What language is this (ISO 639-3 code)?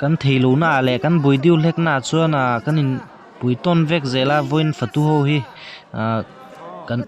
lus